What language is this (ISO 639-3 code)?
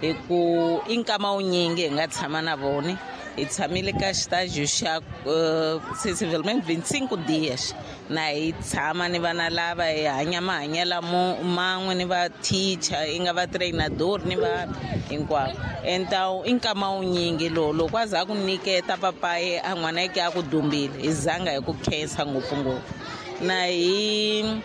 tso